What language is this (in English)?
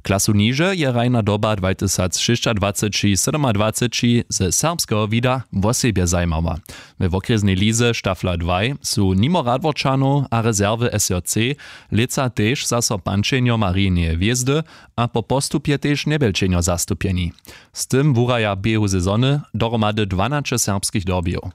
Upper Sorbian